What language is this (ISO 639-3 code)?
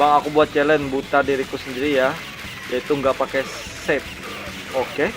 bjn